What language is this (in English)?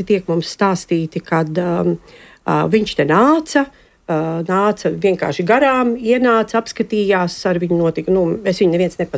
Latvian